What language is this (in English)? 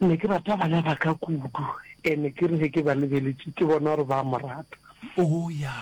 Northern Sotho